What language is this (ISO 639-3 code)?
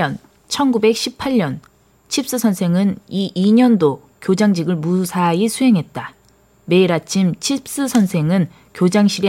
kor